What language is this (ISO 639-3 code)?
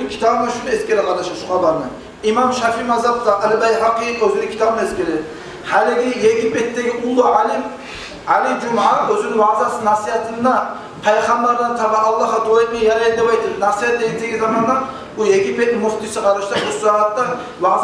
kum